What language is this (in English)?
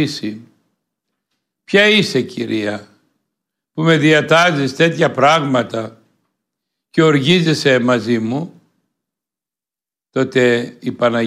Greek